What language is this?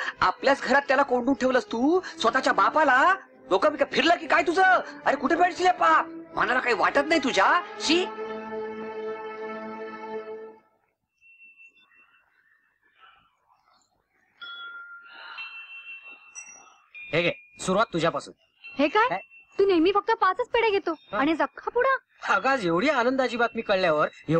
Marathi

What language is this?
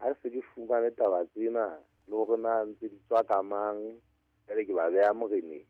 Southern Sotho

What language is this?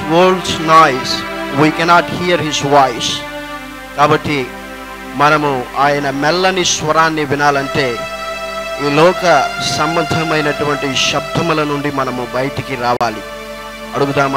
Telugu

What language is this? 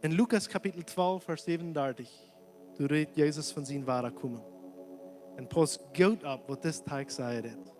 Plautdietsch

